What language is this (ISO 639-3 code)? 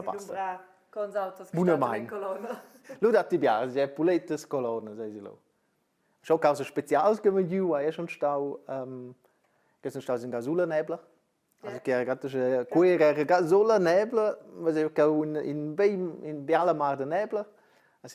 roh